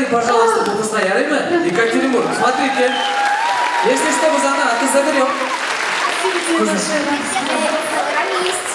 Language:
Tatar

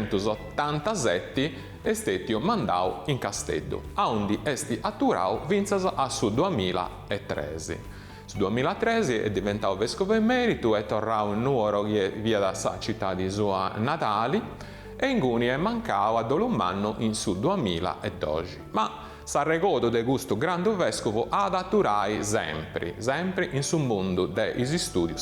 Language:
Sardinian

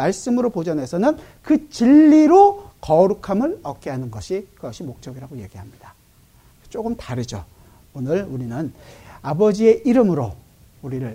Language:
Korean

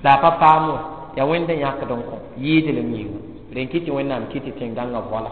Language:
Mossi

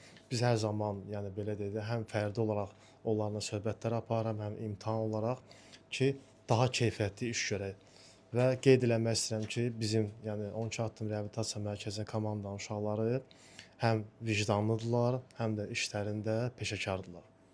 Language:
Azerbaijani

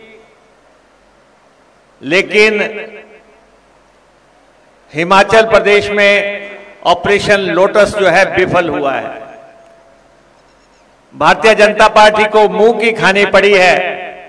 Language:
Hindi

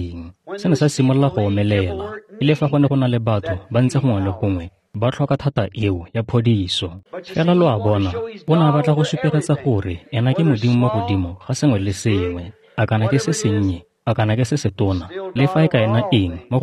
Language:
Tswana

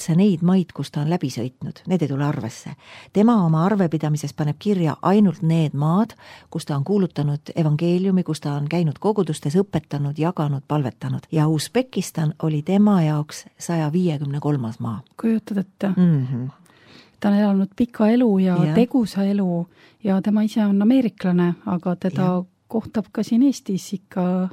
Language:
Estonian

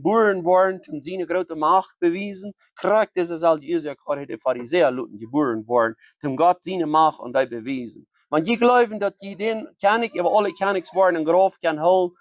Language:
Plautdietsch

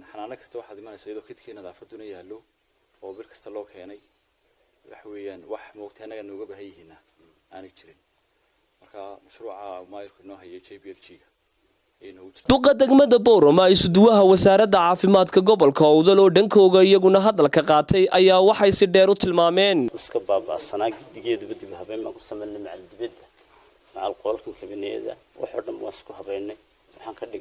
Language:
Somali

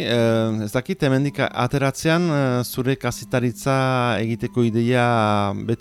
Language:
Basque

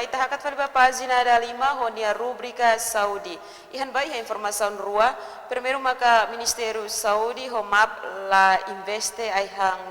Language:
Tetum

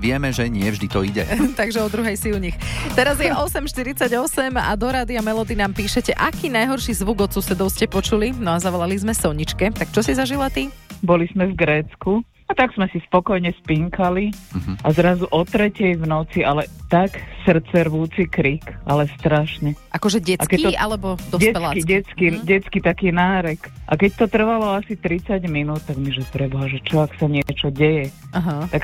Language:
Slovak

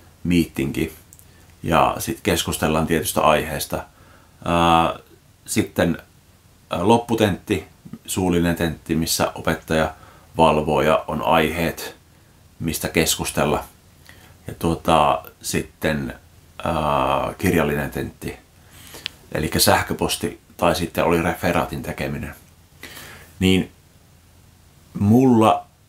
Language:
Finnish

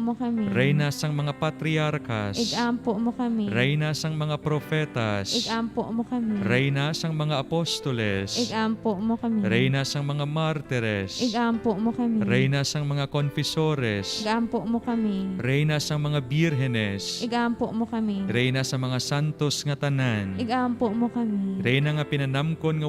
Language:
Hiligaynon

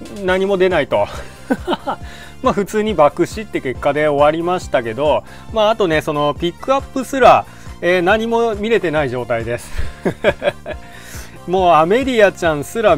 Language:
Japanese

